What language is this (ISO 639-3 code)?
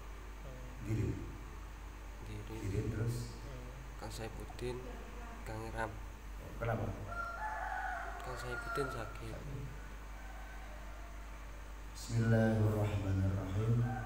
ind